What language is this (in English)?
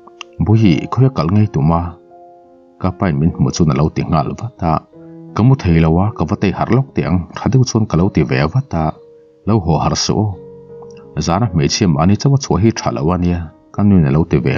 Mizo